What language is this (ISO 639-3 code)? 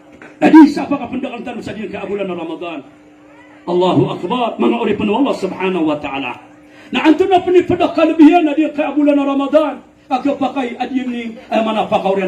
mrw